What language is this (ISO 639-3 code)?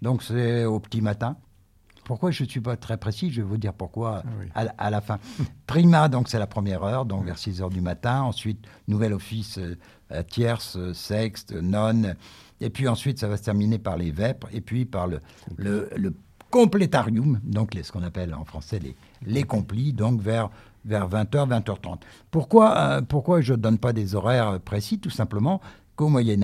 fra